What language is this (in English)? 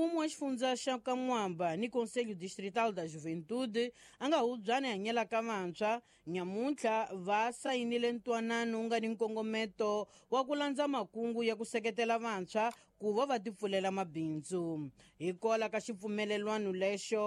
Tsonga